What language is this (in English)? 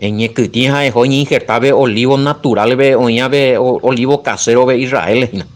Guarani